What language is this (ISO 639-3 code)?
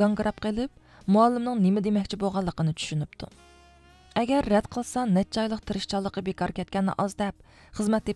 uig